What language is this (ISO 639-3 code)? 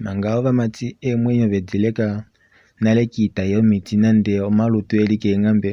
kua